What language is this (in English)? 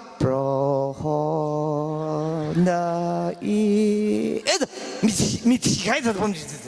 Tangkhul Naga (India)